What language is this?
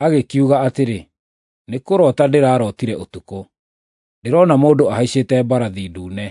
Kikuyu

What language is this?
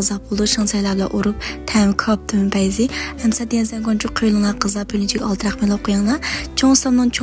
Uyghur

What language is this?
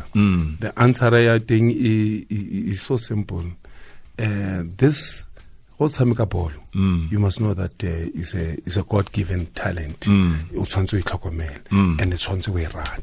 Tswana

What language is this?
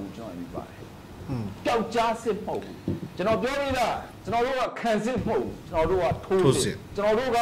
Burmese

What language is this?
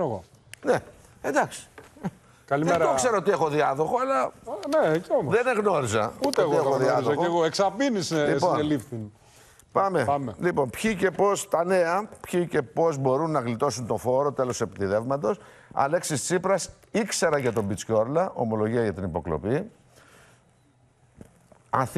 Greek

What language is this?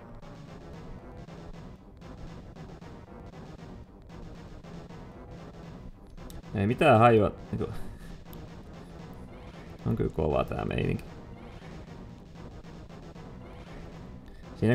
Finnish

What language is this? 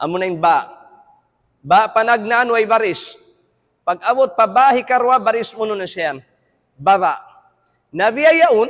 Tausug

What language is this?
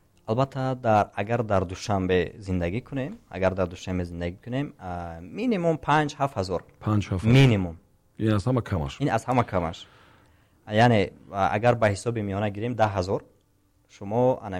Tajik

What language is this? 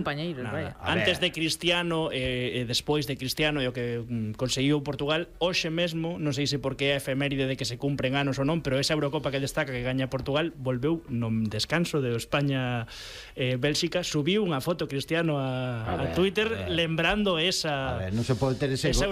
Galician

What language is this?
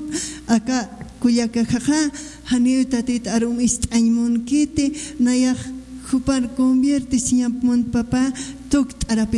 Aymara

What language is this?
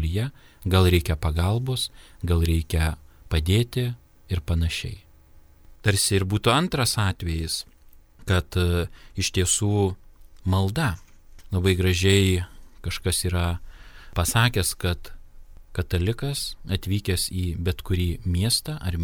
Lithuanian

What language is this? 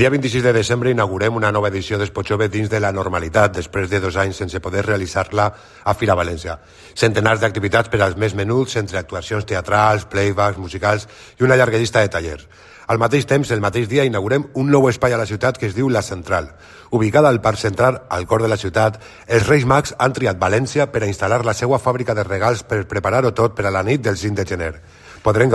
Catalan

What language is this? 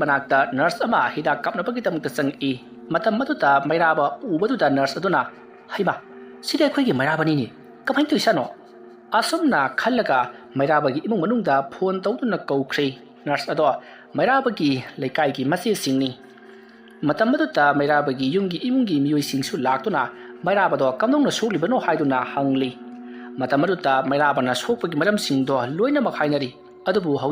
Manipuri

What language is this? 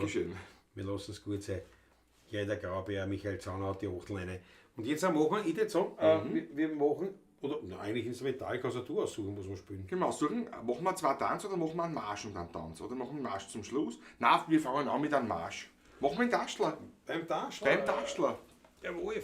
Bavarian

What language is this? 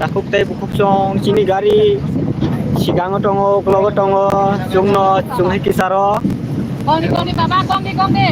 Kok Borok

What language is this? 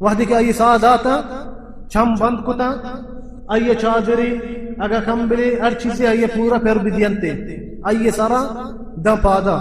Baluchi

